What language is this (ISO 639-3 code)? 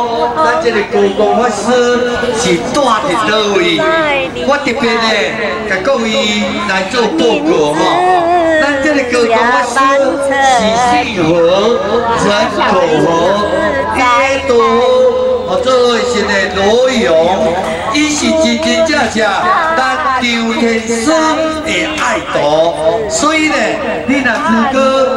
zho